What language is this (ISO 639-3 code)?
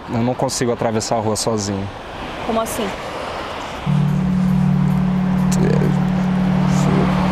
por